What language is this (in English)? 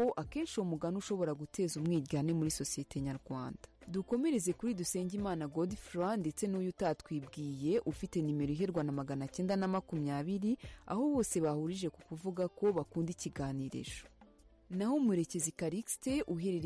Kinyarwanda